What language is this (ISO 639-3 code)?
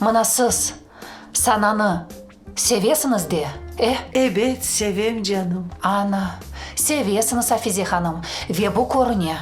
crh